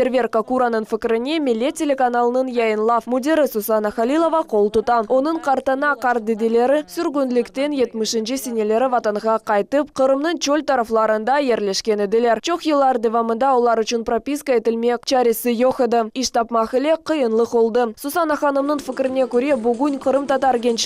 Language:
Crimean Tatar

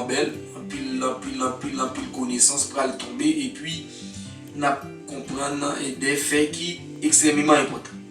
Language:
Haitian Creole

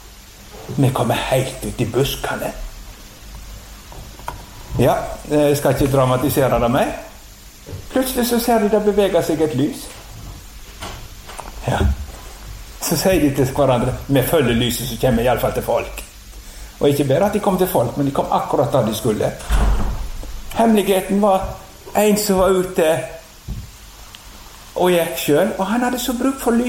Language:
Norwegian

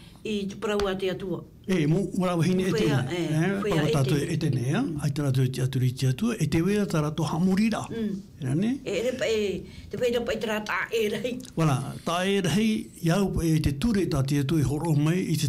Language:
Tahitian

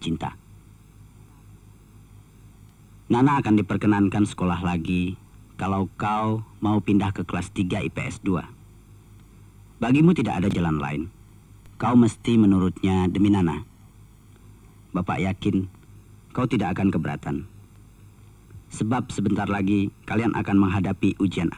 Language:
Indonesian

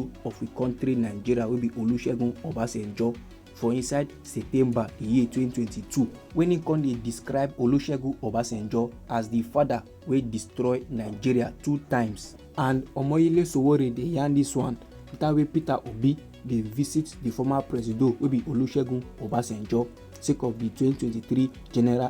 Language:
Nigerian Pidgin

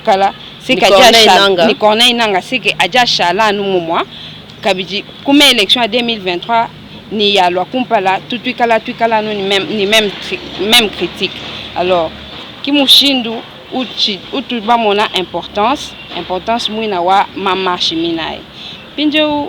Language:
Luba-Lulua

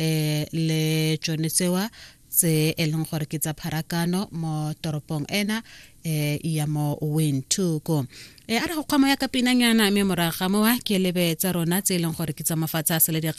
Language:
Tswana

